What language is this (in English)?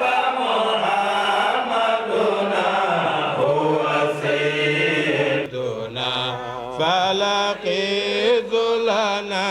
Fula